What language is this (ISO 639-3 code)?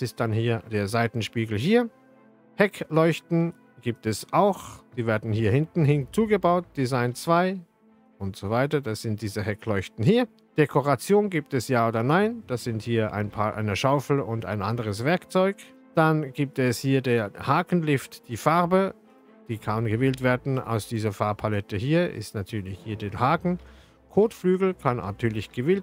deu